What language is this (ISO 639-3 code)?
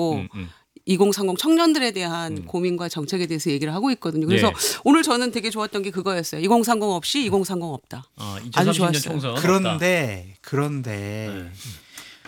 kor